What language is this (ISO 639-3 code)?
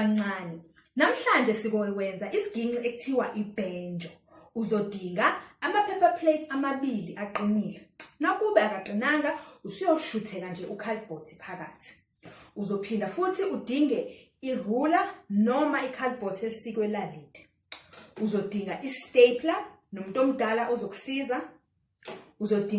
zul